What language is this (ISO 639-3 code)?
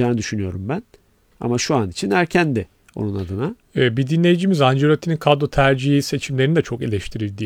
tur